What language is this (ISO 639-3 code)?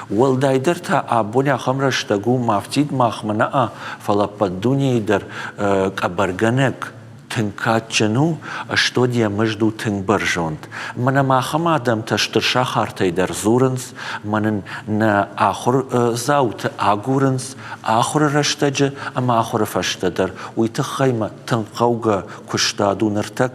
oss